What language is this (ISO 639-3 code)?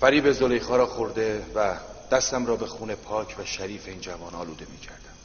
tgk